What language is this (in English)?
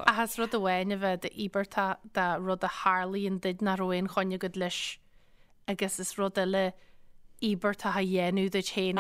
Irish